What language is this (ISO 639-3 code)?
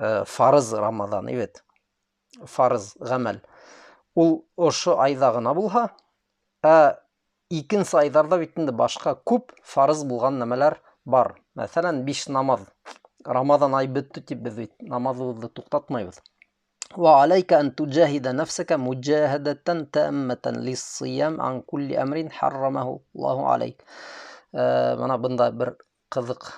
bak